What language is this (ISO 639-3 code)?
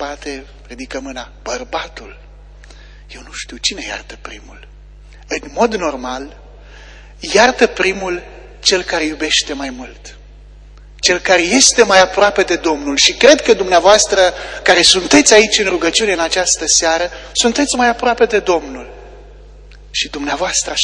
ron